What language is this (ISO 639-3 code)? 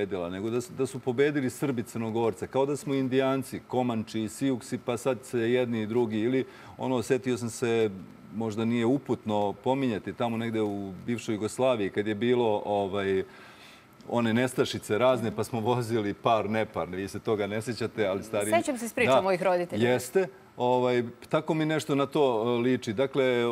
srp